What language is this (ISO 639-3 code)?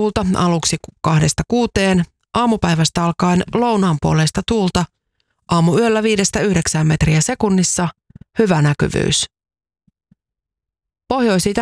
fin